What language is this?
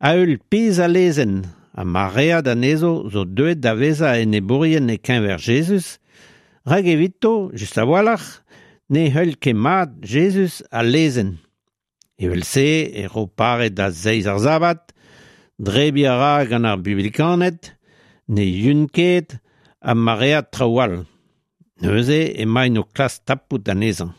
Breton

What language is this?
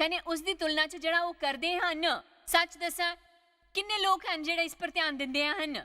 Dogri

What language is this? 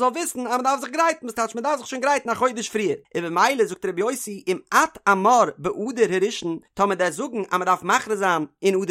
Yiddish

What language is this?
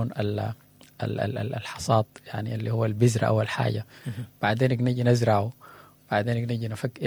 Sudanese Arabic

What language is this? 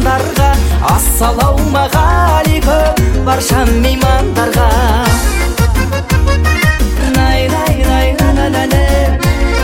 Kazakh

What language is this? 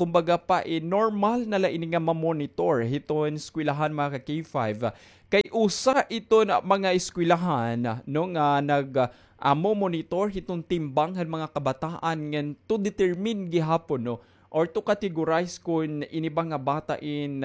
Waray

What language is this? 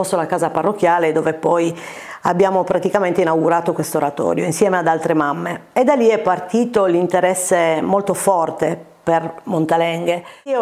Italian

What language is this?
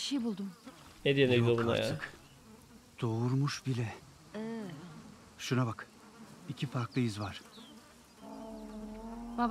Turkish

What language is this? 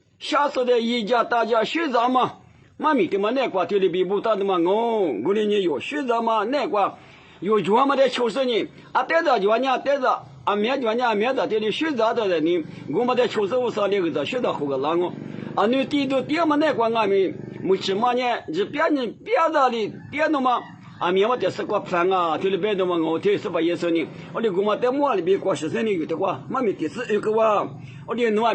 Lisu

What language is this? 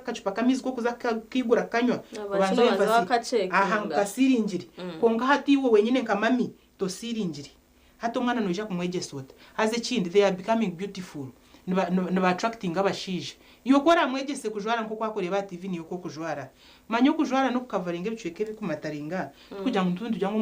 Nyankole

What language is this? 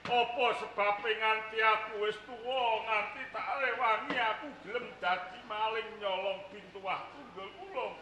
Javanese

